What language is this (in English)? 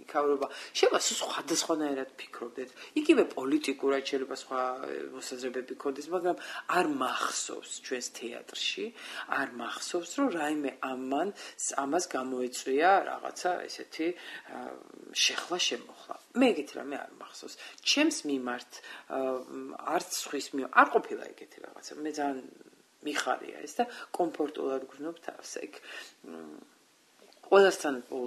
Georgian